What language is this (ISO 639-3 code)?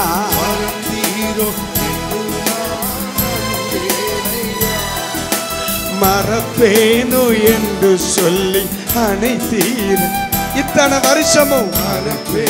tam